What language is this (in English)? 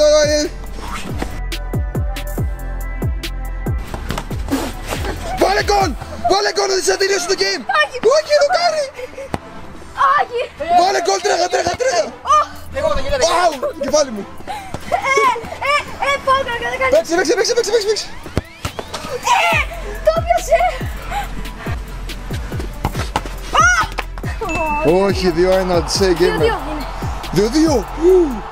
Greek